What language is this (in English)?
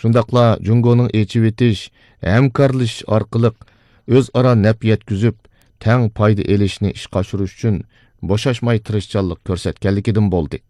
Uyghur